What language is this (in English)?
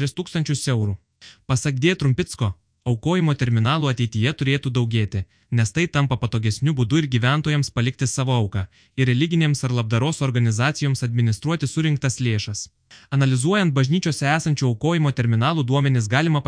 Lithuanian